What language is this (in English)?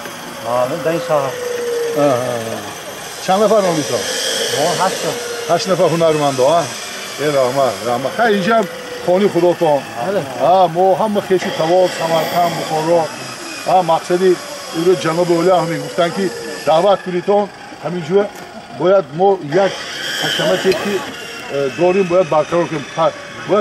Tajik